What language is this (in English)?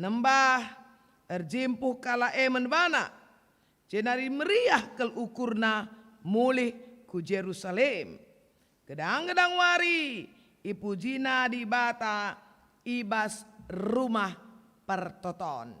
Batak Karo